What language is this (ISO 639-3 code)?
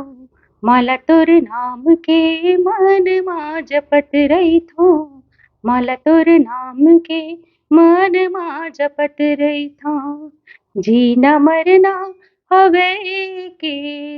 hne